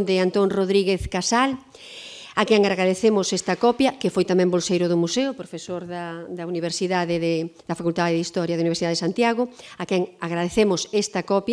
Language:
Galician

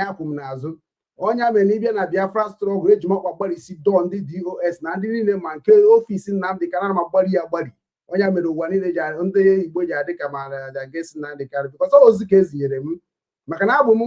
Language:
Igbo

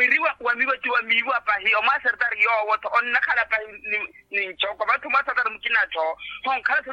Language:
Makhuwa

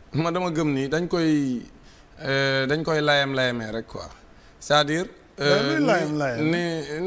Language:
Wolof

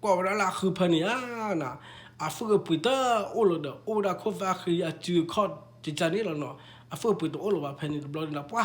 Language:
S'gaw Karen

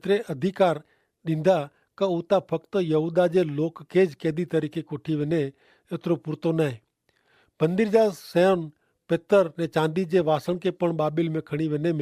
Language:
Kachhi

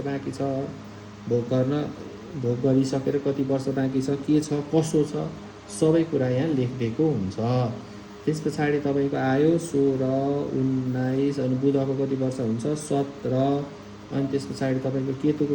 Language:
Nepali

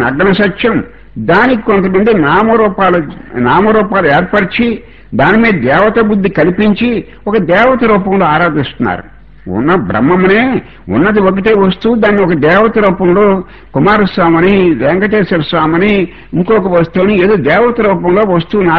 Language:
Telugu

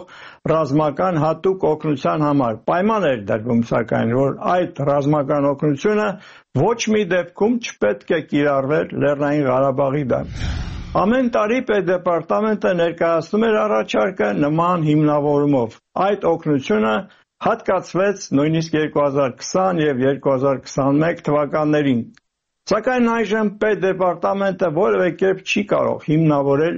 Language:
Armenian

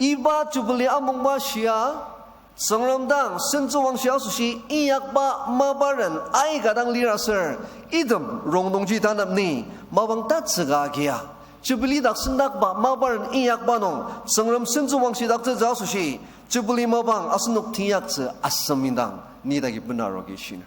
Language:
Ao Naga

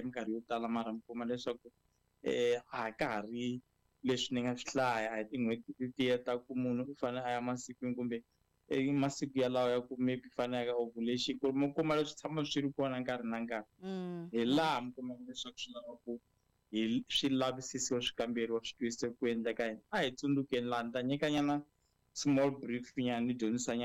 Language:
Tsonga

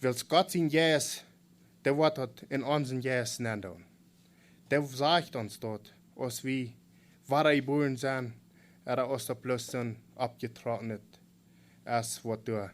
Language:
Plautdietsch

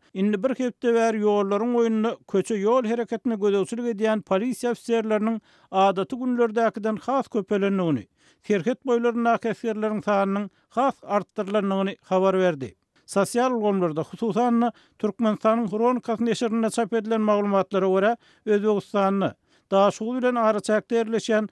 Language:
Turkmen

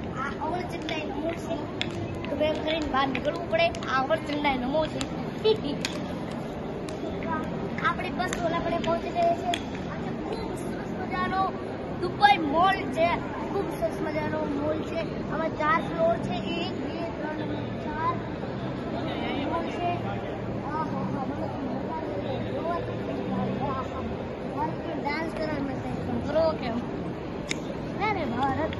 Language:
Gujarati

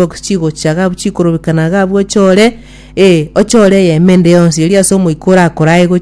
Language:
Gusii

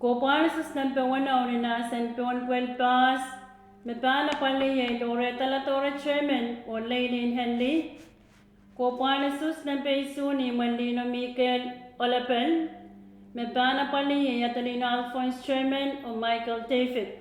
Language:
Pohnpeian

